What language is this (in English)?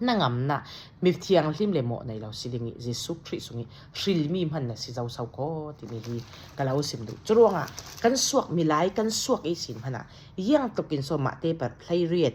Falam Chin